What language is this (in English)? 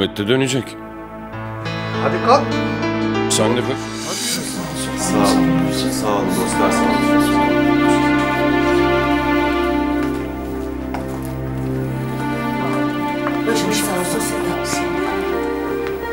Turkish